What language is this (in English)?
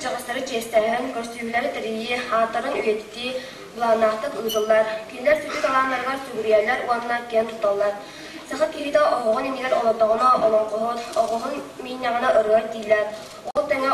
Yakut